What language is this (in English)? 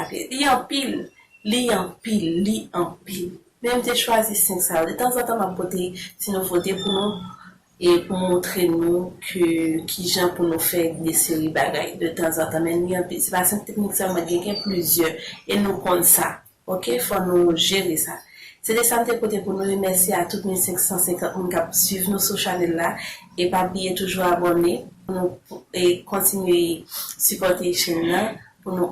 Haitian Creole